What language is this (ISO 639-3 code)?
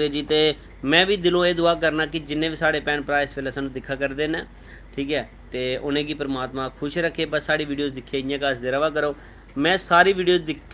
doi